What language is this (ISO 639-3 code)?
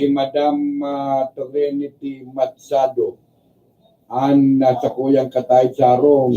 bik